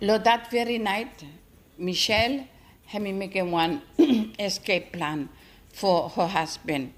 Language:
Bislama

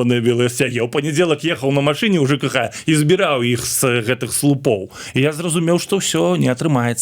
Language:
Belarusian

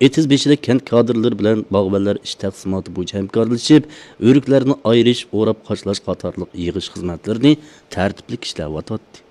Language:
Uyghur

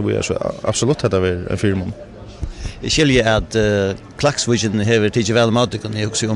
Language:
Faroese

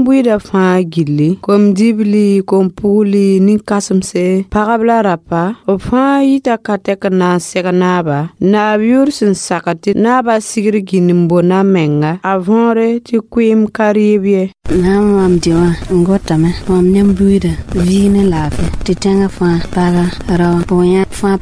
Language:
Mossi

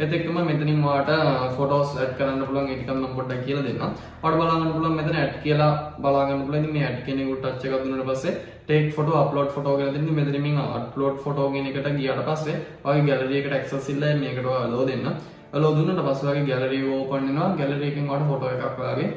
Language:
Sinhala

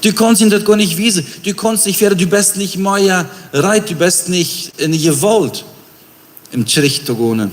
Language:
Plautdietsch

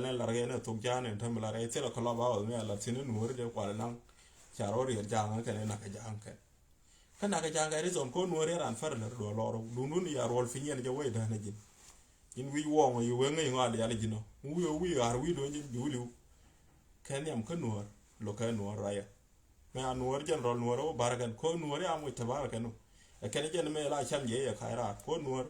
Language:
Nuer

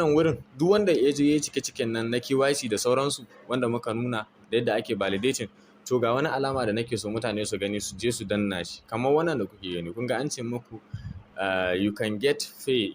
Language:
Hausa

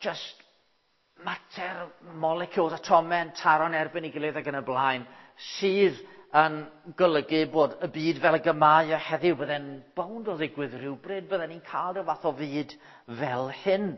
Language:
Welsh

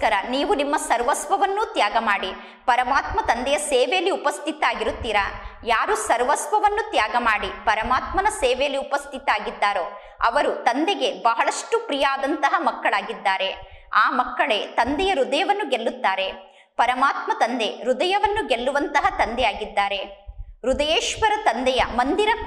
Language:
Kannada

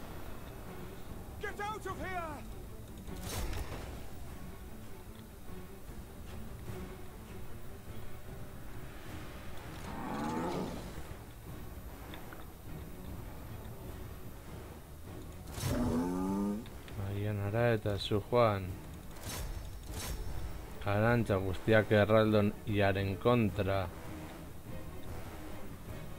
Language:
Basque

